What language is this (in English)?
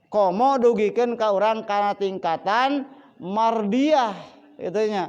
Sundanese